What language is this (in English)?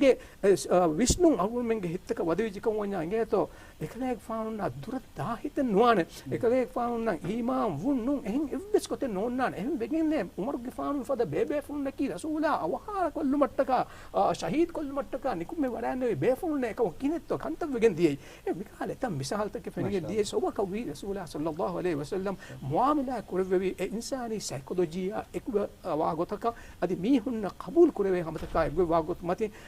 Divehi